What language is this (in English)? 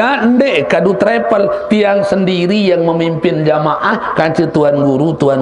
Sasak